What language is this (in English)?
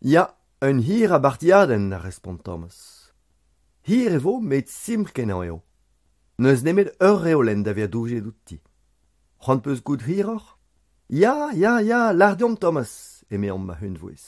Breton